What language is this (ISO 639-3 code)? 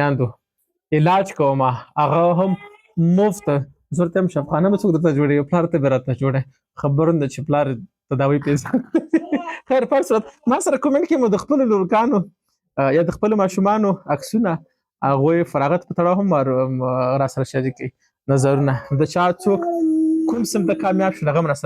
pus